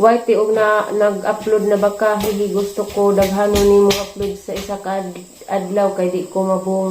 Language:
Cebuano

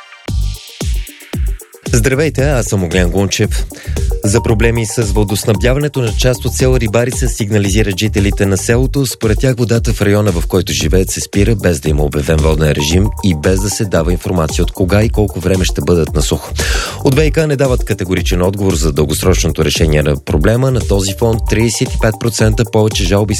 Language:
Bulgarian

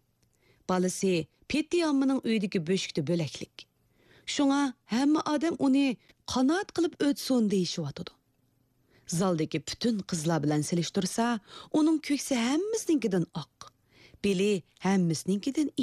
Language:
Uyghur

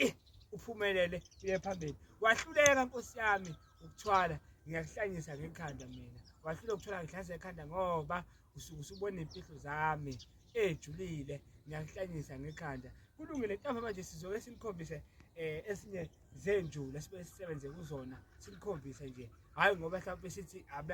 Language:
Zulu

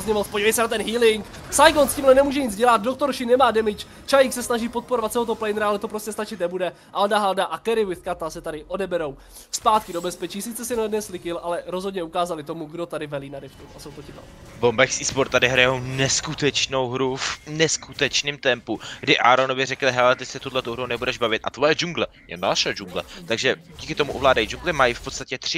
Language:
Czech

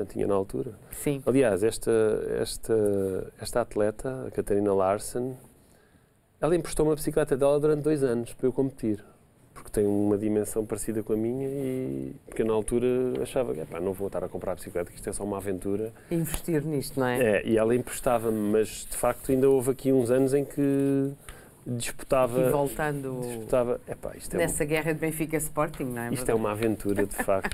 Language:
Portuguese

